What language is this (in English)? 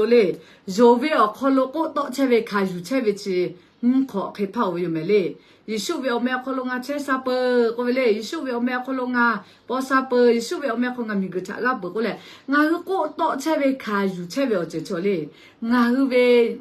Lahu